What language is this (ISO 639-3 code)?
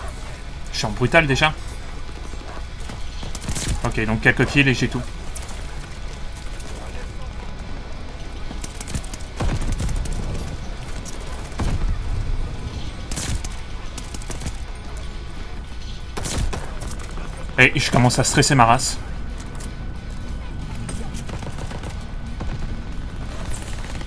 fra